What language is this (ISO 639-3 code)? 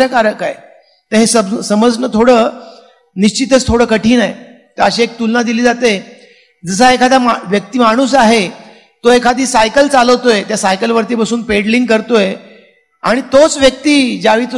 mar